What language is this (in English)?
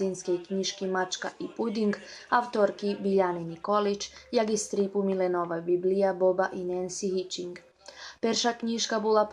Rusyn